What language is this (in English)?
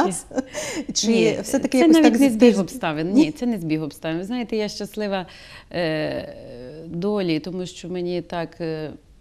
Ukrainian